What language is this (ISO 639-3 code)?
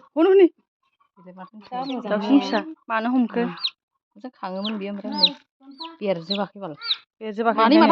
brx